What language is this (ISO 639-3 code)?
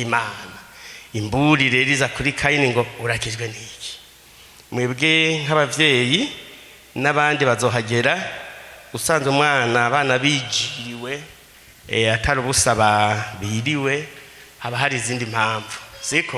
run